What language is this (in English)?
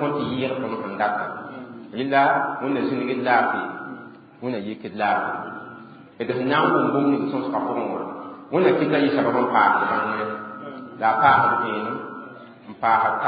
Mossi